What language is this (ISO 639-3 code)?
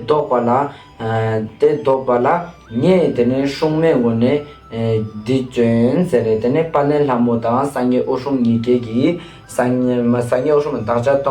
lbj